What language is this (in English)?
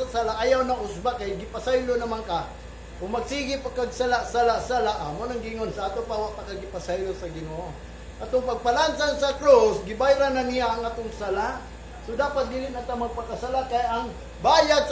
Cebuano